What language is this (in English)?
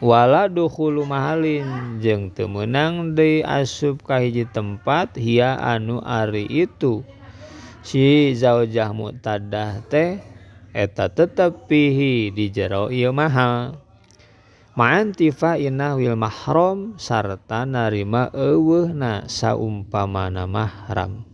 Sundanese